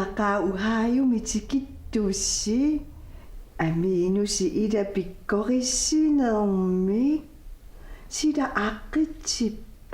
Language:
Kalaallisut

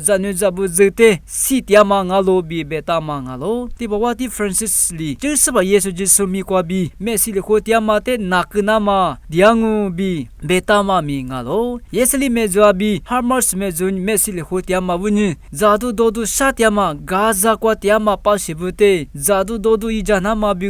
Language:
Lisu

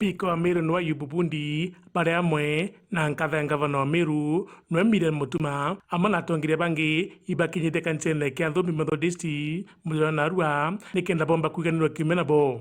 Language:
Meru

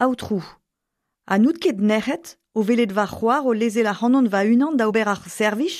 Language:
Breton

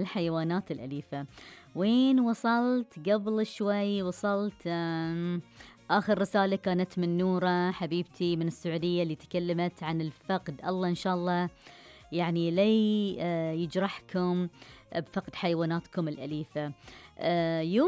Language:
Gulf Arabic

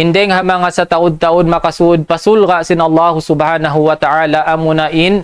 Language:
Tausug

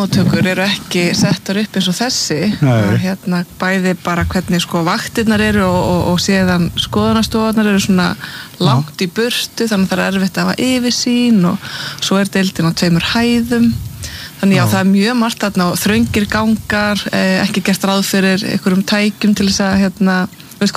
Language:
Icelandic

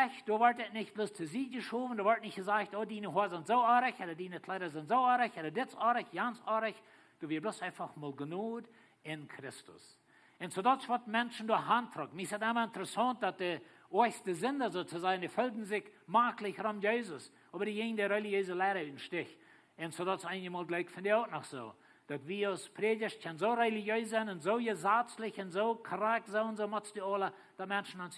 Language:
Plautdietsch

